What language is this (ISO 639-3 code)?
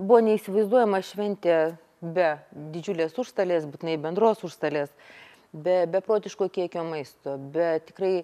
lit